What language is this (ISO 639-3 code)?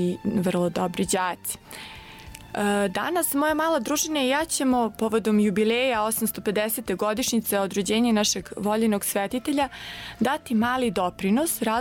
srp